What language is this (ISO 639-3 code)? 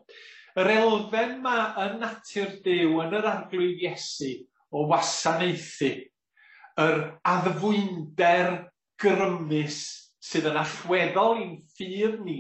cym